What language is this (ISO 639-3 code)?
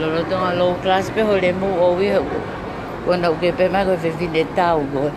ton